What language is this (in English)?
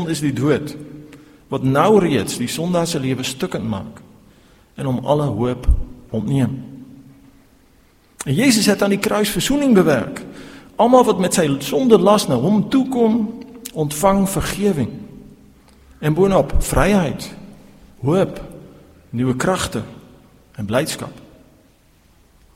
Afrikaans